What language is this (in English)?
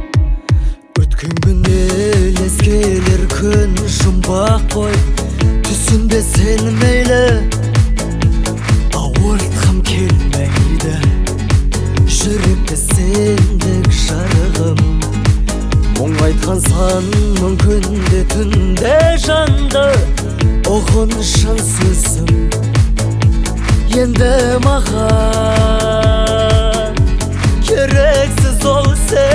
Kazakh